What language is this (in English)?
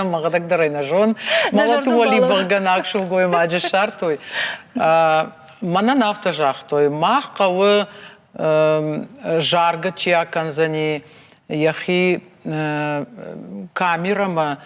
Ossetic